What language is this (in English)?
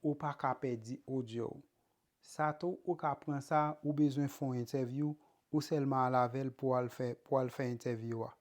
Haitian Creole